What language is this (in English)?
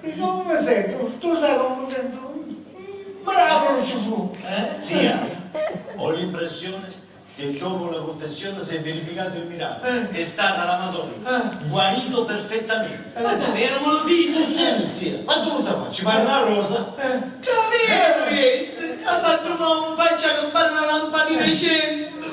Sicilian